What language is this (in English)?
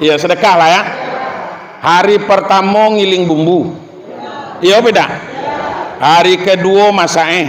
Minangkabau